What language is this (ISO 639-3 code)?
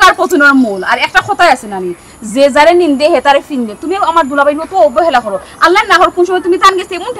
syl